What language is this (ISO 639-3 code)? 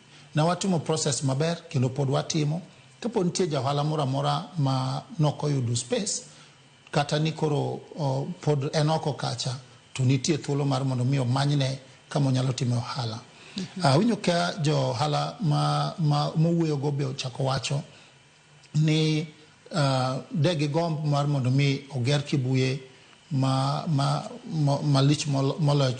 luo